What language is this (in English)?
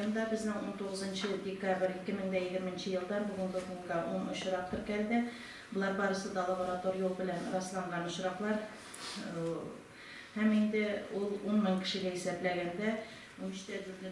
Tatar